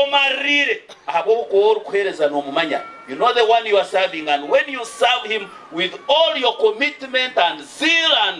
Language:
Nyankole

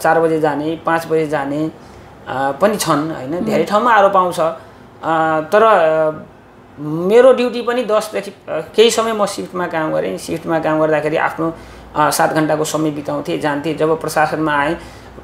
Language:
Nepali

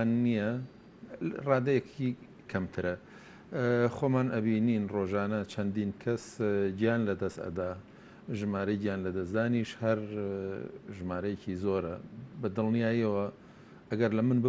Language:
Central Kurdish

